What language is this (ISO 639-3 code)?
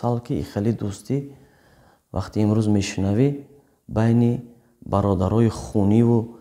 tgk